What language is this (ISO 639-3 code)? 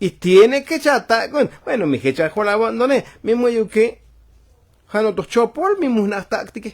tzo